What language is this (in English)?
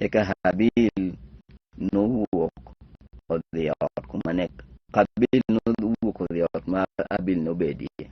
Luo (Kenya and Tanzania)